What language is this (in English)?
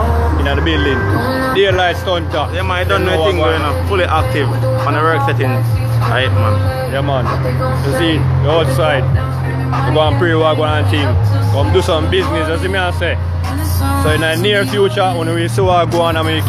Jamaican Creole English